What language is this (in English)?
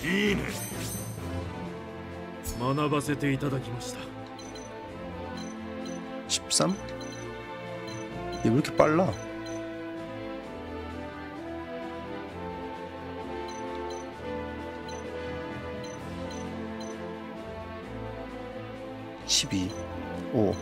Korean